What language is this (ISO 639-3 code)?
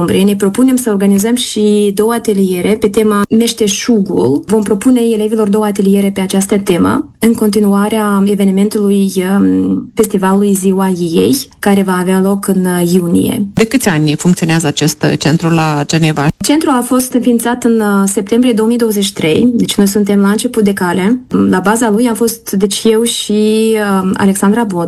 ron